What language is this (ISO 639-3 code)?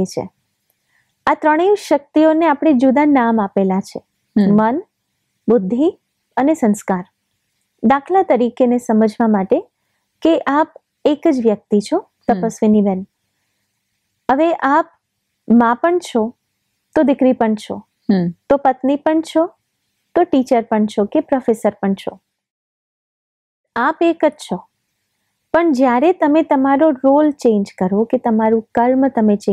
guj